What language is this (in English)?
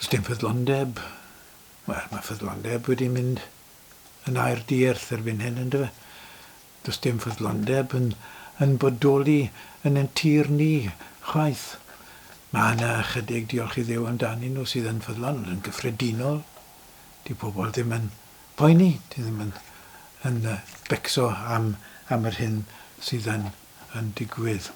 Welsh